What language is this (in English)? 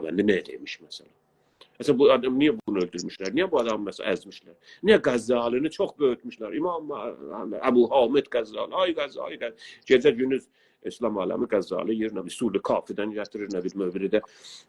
South Azerbaijani